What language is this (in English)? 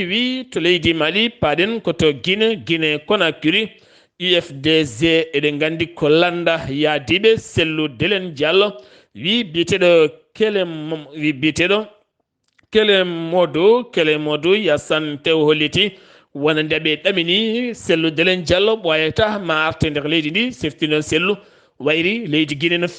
Fula